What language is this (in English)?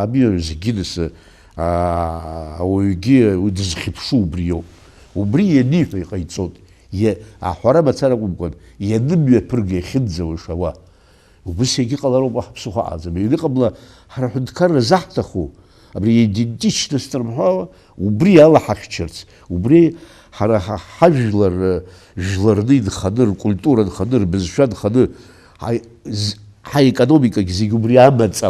Abkhazian